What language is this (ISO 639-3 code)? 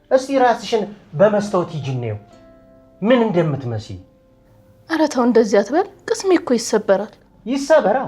amh